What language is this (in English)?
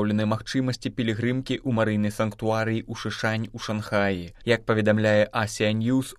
Belarusian